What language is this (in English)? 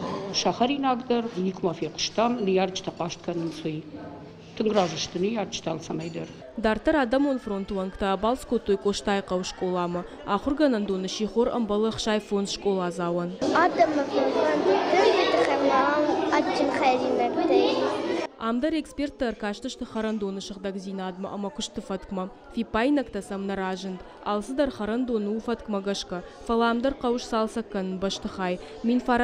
Ossetic